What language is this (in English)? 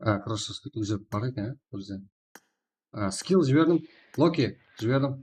Kara-Kalpak